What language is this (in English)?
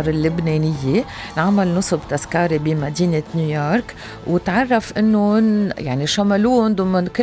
North Levantine Arabic